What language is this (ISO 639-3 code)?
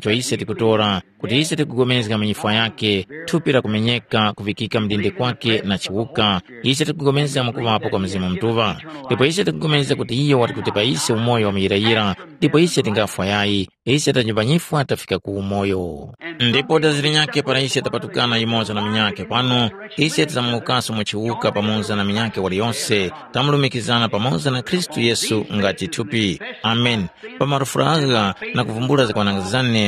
tum